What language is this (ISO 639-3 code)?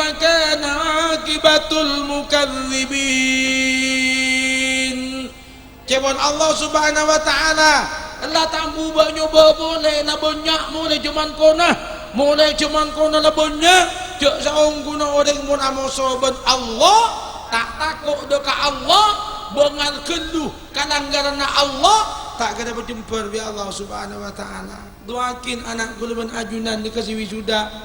mad